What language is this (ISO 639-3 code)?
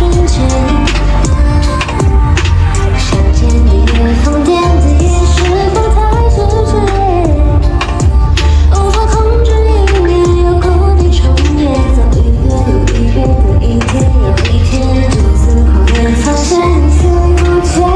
zho